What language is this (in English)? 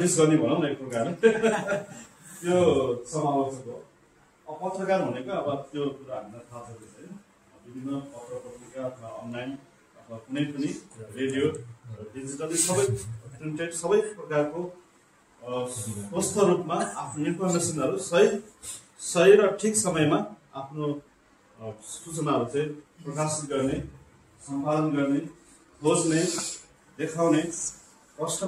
Nepali